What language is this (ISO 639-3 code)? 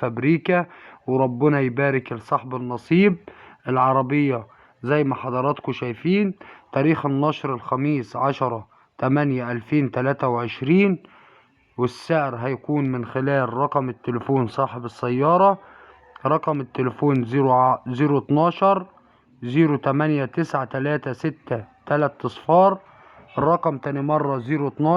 arz